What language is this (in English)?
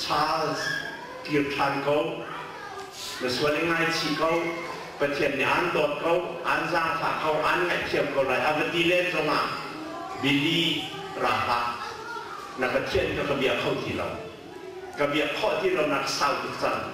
Hakha Chin